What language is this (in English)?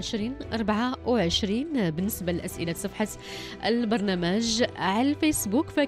Moroccan Arabic